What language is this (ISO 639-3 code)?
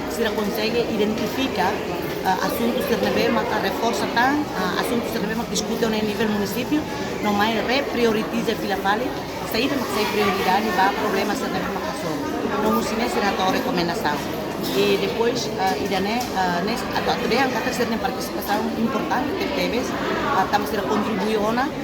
tet